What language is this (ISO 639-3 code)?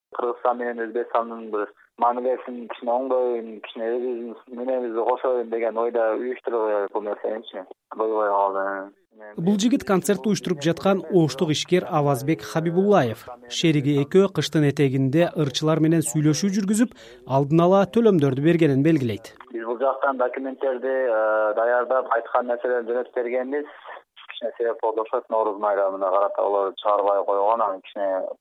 kir